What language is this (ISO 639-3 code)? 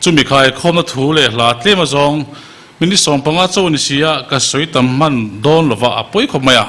lus